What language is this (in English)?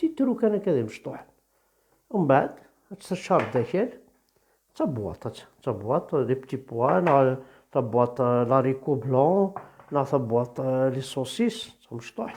Kabyle